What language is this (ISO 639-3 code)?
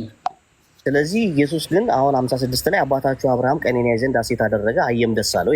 amh